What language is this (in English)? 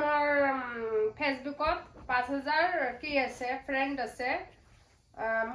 Assamese